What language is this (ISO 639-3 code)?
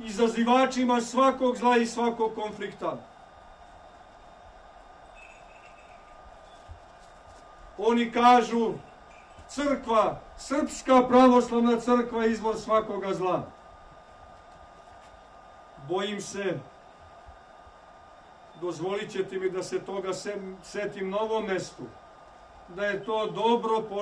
srp